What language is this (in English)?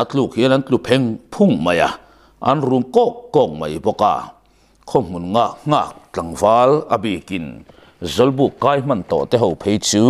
Mizo